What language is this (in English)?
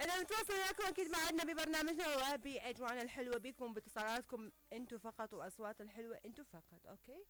Mesopotamian Arabic